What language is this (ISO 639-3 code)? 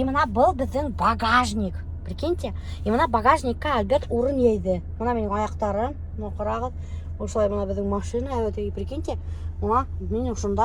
bak